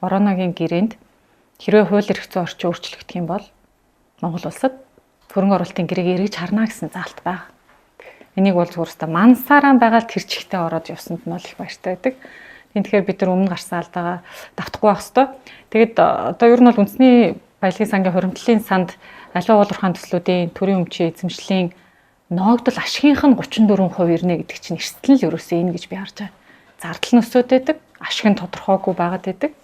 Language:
Mongolian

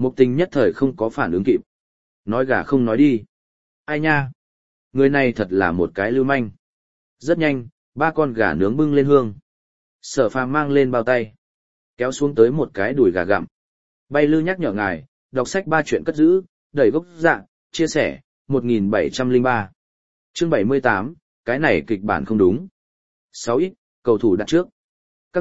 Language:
Vietnamese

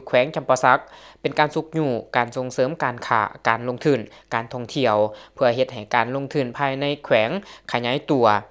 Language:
Lao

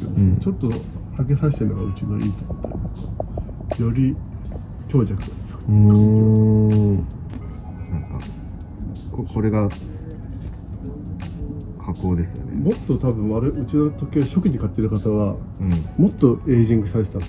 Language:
Japanese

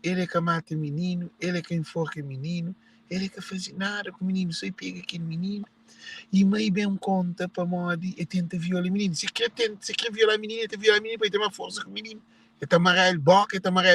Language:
Kabuverdianu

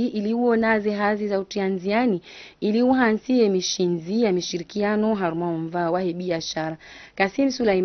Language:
Ngazidja Comorian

